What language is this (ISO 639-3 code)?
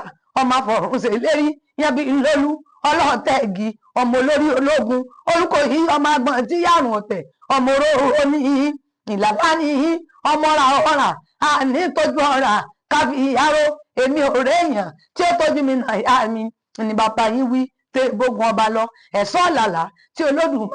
yor